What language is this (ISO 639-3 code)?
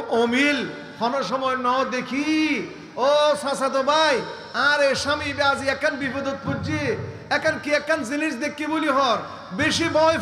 rhg